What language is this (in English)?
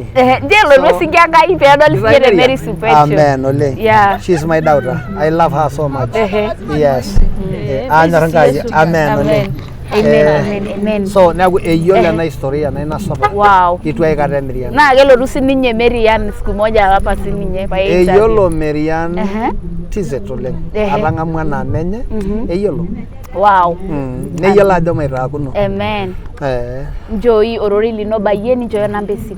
Masai